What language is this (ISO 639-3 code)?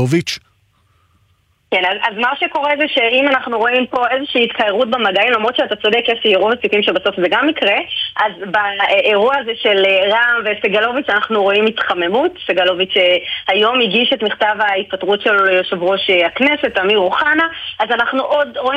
heb